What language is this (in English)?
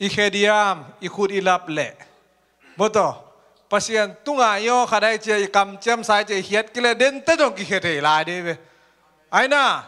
Tedim Chin